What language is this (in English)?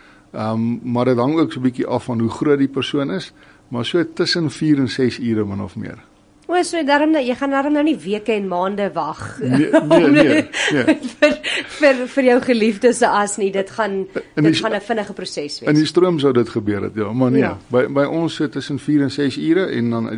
Afrikaans